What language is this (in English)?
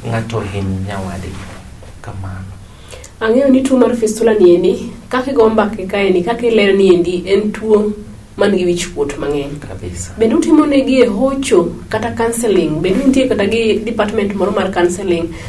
Luo (Kenya and Tanzania)